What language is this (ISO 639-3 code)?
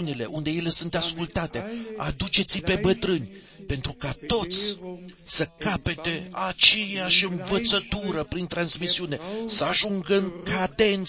ron